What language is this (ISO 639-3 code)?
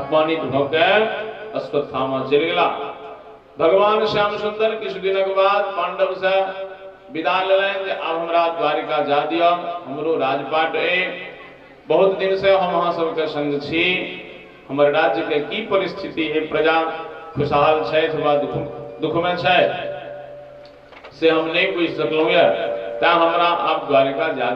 mai